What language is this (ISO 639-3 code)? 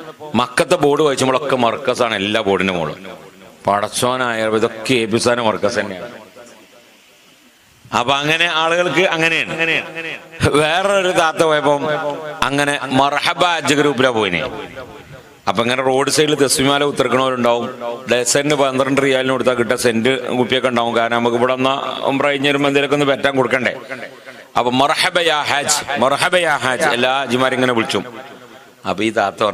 mal